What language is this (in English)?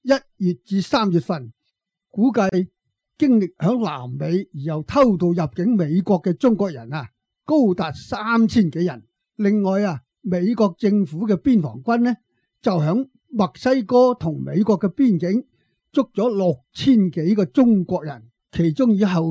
Cantonese